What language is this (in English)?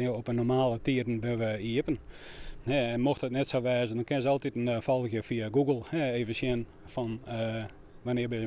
Western Frisian